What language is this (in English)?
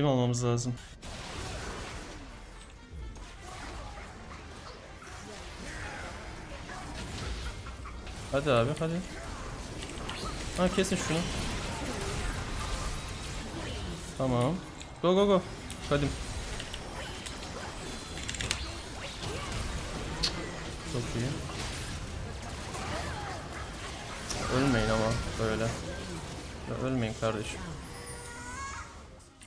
Turkish